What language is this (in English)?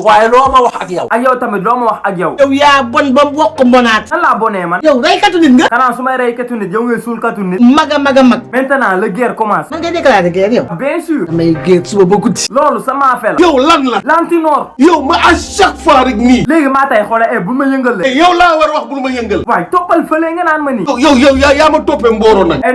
Wolof